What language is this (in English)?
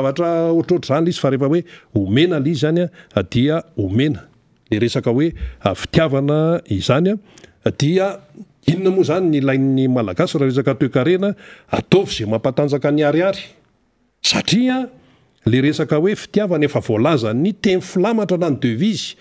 Malagasy